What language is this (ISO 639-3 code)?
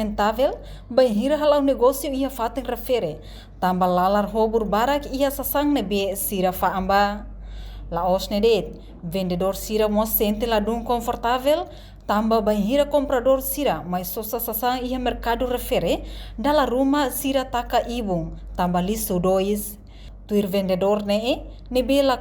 tet